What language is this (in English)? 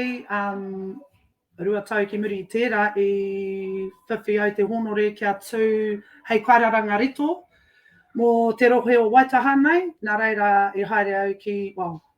Māori